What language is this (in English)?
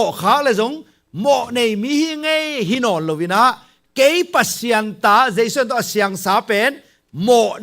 Tedim Chin